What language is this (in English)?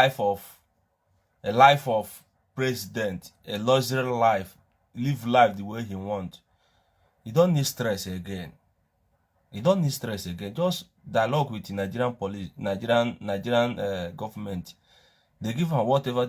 Nigerian Pidgin